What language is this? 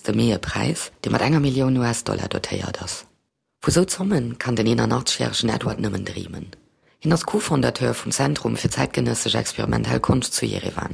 Luxembourgish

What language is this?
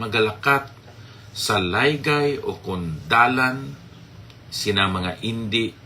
Hiligaynon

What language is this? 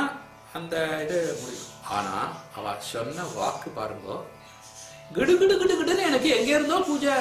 Tamil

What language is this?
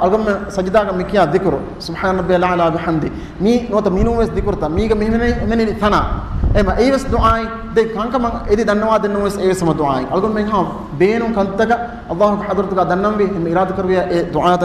Divehi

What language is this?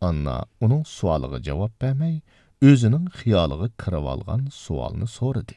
Uyghur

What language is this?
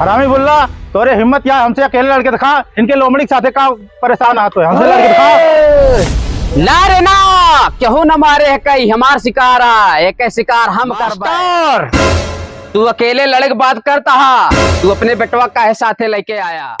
Awadhi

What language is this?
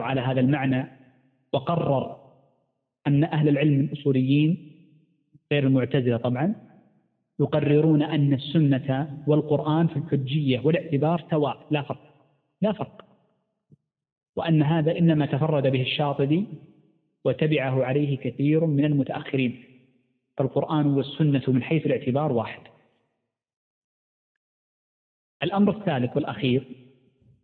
Arabic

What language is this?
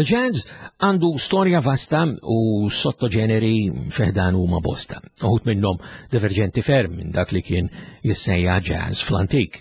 Maltese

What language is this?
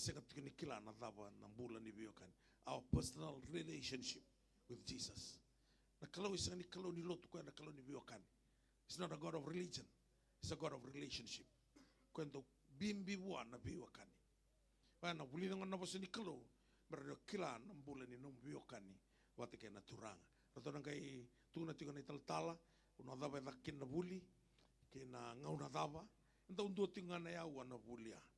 Fijian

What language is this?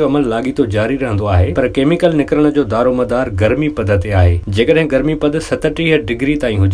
Sindhi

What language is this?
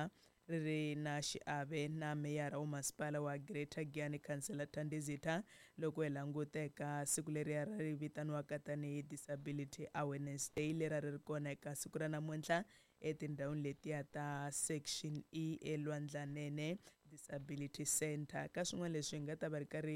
Tsonga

